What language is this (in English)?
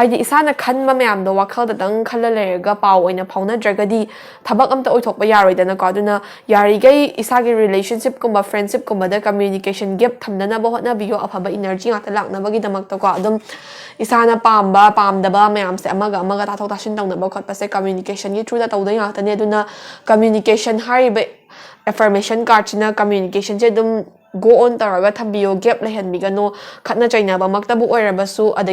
Manipuri